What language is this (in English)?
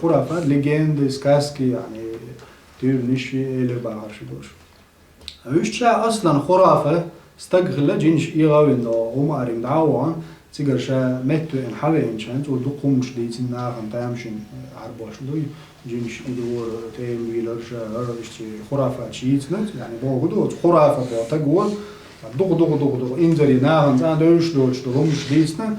Chechen